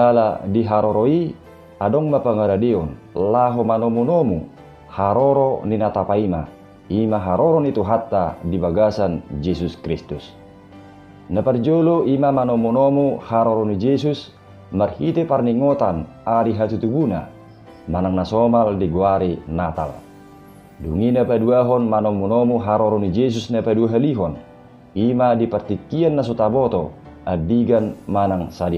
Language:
Batak Toba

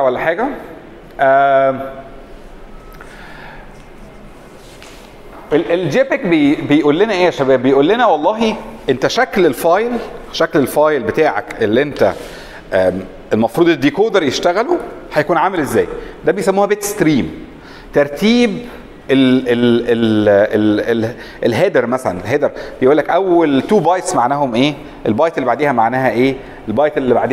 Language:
Egyptian Arabic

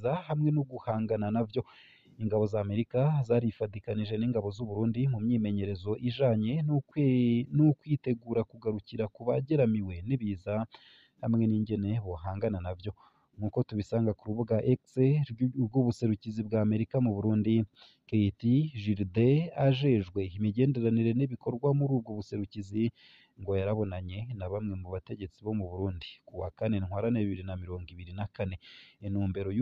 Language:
Rundi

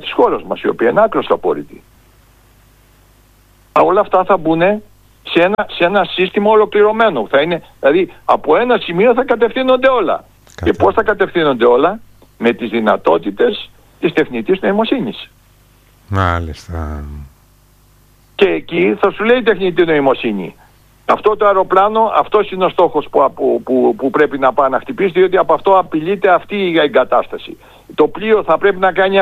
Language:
Greek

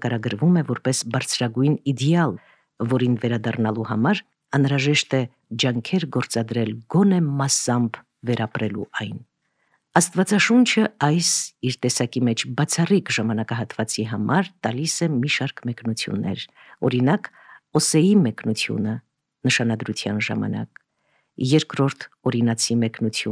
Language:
Armenian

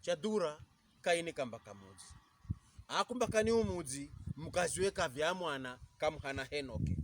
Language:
Pokomo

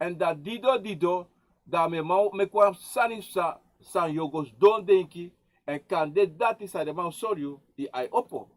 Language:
Sranan Tongo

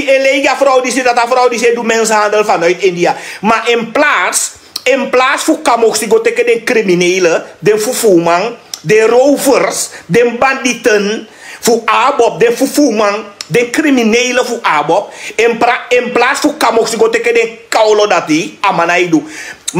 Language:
Sranan Tongo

